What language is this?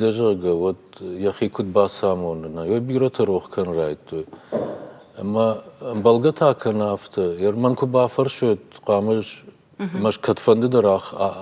Ossetic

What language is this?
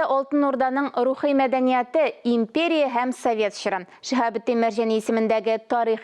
Tatar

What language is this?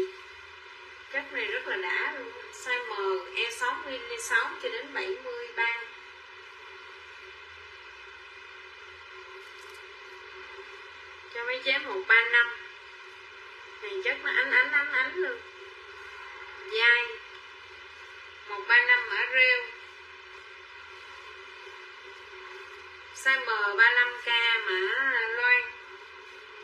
Vietnamese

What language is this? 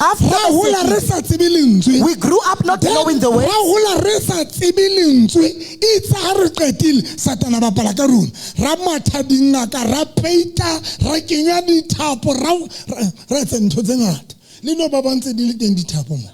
Southern Sotho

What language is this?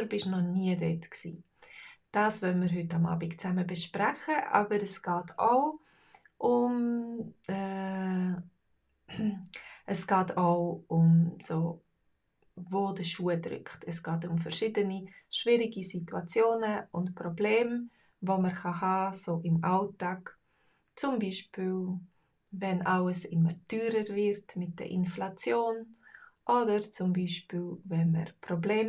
Swiss German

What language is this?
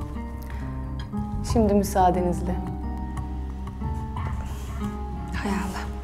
Turkish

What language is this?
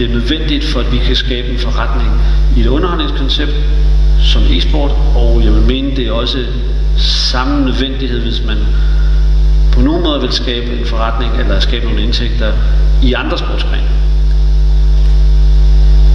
Danish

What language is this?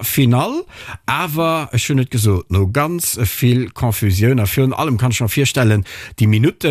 Luxembourgish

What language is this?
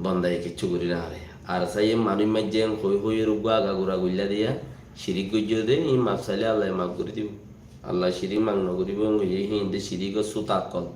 Rohingya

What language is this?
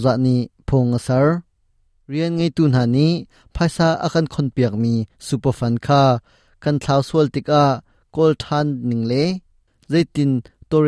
Hakha Chin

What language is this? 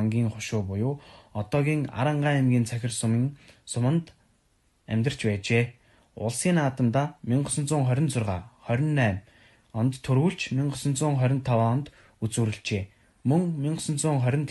Mongolian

